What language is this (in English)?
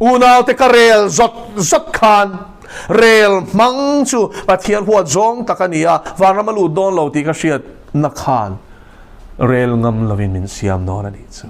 Mizo